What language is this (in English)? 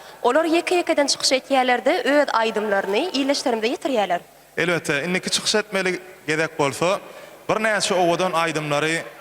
Turkmen